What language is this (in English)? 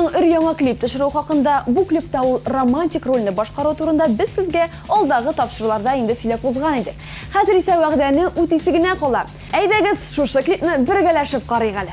Tatar